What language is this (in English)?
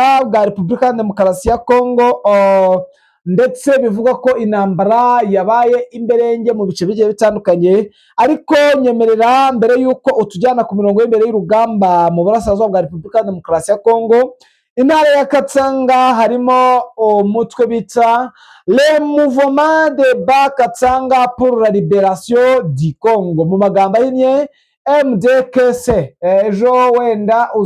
Kinyarwanda